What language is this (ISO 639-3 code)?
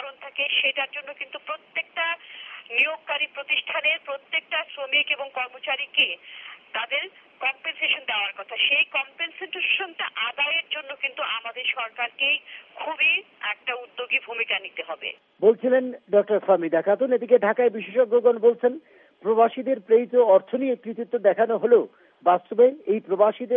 ben